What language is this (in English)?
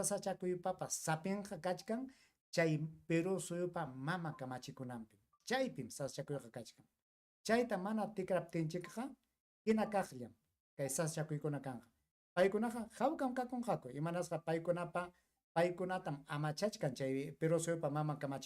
Ayacucho Quechua